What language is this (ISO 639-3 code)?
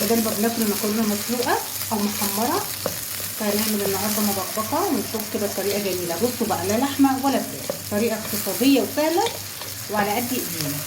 arz